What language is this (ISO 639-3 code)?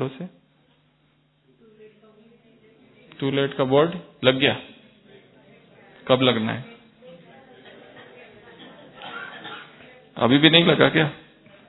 hin